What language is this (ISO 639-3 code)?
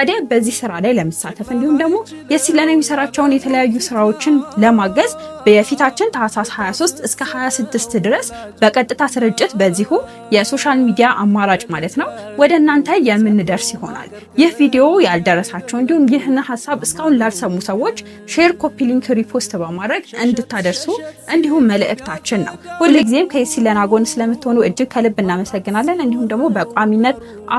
amh